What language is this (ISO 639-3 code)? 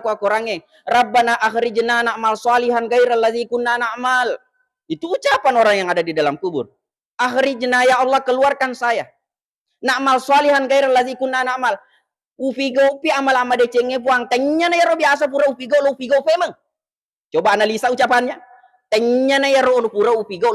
bug